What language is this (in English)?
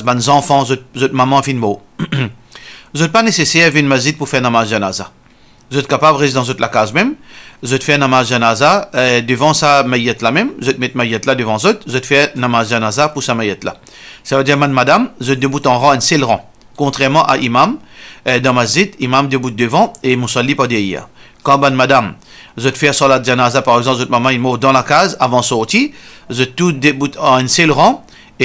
Morisyen